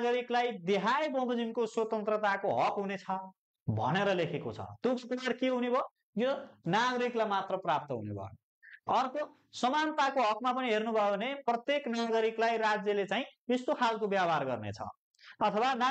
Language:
Nepali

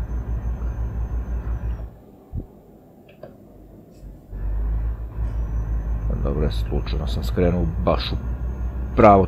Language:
Croatian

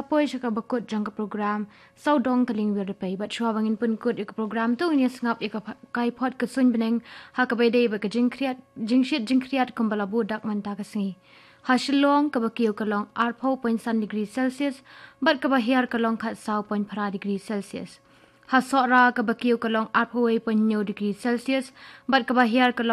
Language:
Khasi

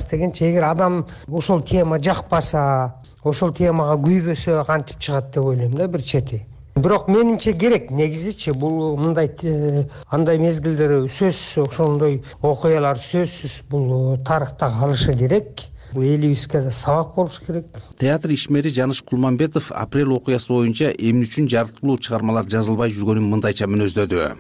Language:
Kyrgyz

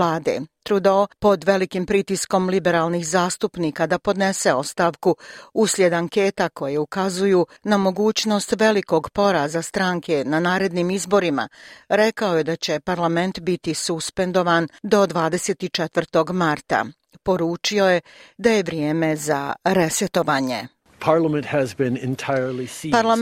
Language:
Bosnian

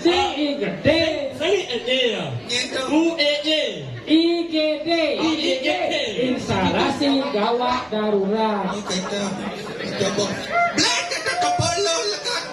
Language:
Balinese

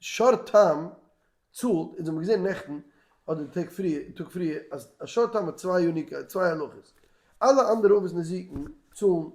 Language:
Yiddish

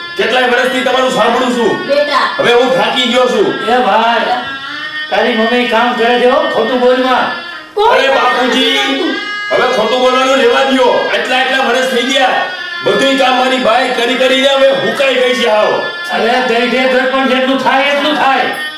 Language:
Gujarati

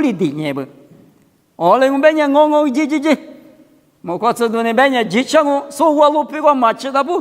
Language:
Lisu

